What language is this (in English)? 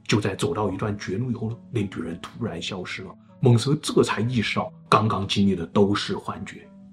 Chinese